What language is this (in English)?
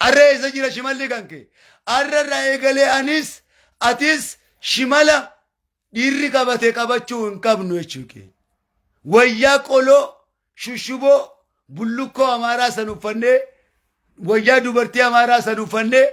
Oromo